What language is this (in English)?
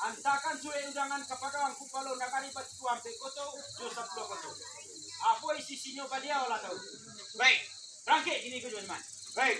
Minangkabau